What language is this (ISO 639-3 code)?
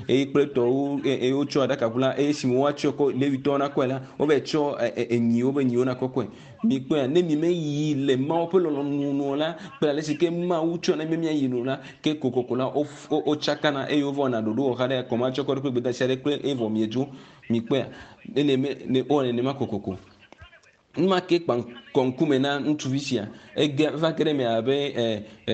ewe